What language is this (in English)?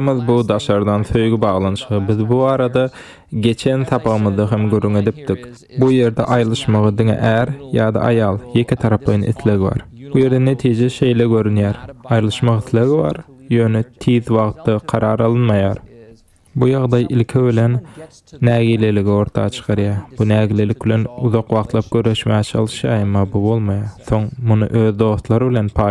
Turkmen